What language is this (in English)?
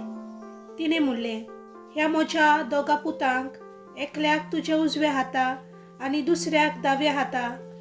Konkani